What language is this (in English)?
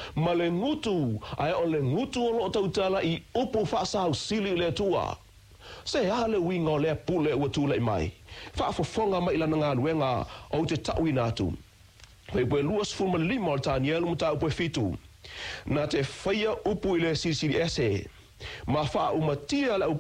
Samoan